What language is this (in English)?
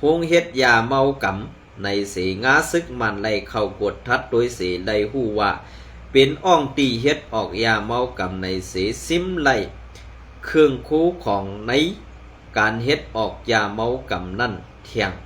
Shan